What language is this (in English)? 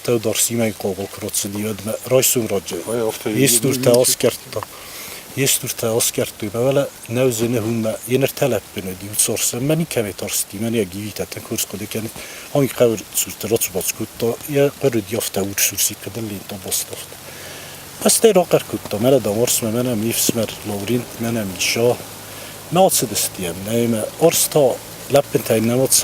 Ossetic